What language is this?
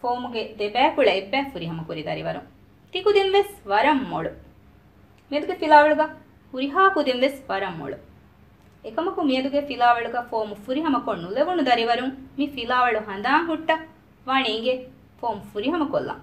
Divehi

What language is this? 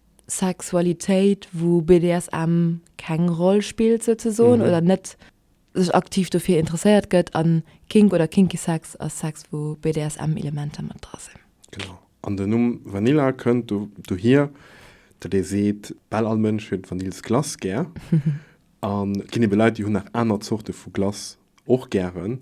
Luxembourgish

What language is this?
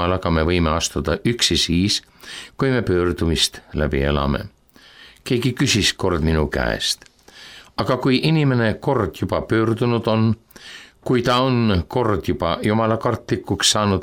Estonian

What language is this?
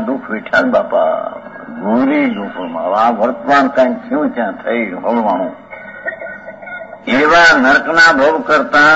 Gujarati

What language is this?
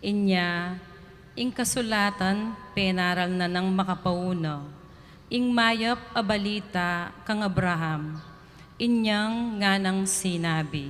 Pampanga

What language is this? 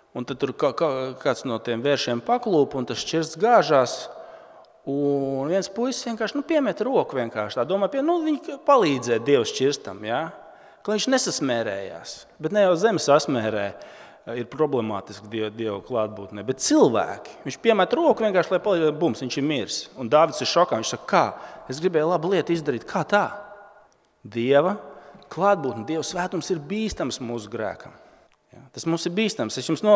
Latvian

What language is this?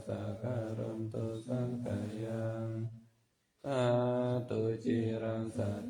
Pali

